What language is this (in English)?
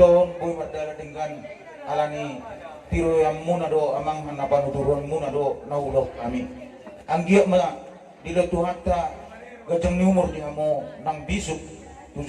Batak Toba